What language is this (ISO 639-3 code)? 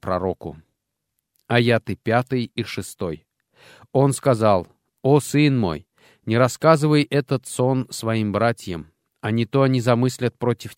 rus